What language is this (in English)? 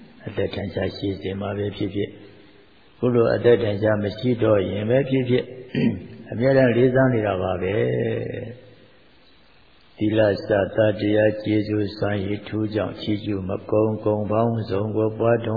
Burmese